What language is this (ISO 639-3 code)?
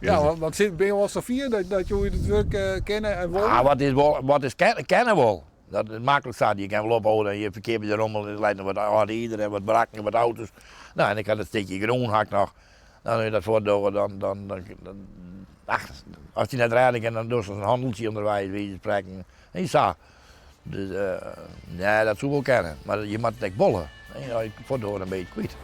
fry